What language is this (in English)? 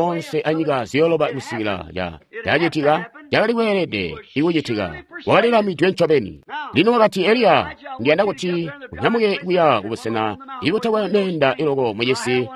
Tonga (Zambia)